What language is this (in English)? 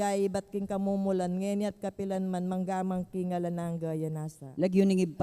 Pampanga